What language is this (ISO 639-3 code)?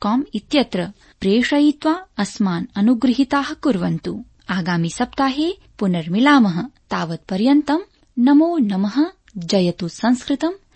san